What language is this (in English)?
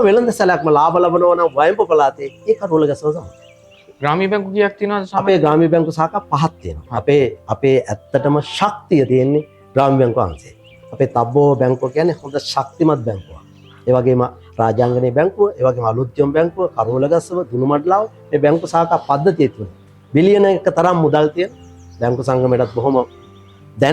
Sinhala